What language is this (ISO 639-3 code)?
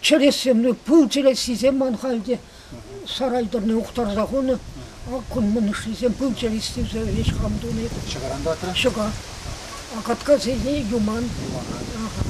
chv